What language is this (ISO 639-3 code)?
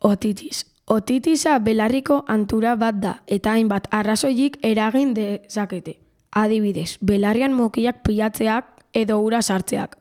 eus